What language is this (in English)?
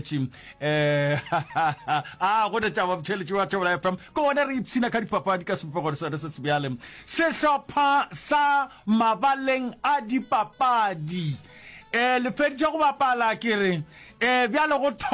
Northern Sotho